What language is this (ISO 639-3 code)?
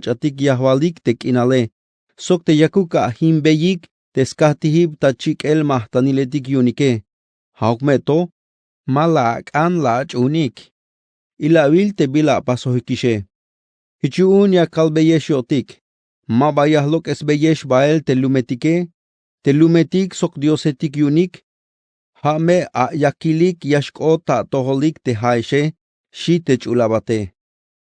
tzh